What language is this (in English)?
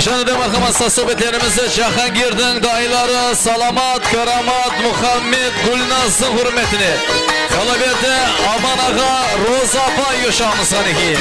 Kara-Kalpak